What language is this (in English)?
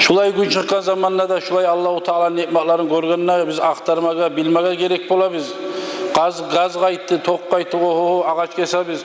Kumyk